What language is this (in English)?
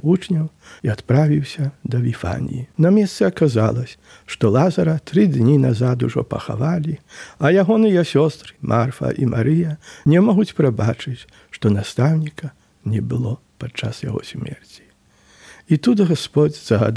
Belarusian